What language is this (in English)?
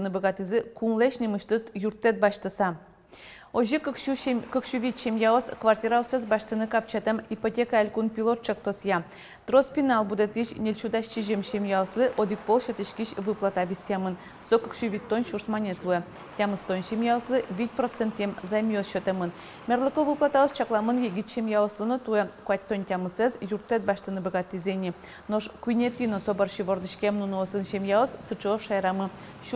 Udmurt